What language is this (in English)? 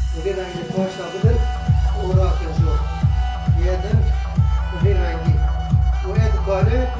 Kurdish